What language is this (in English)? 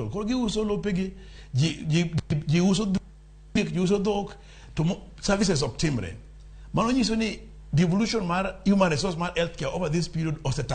Luo (Kenya and Tanzania)